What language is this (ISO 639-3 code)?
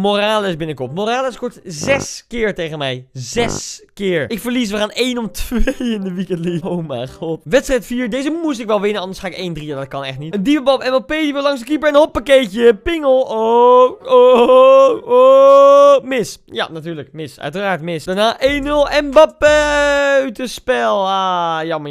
nld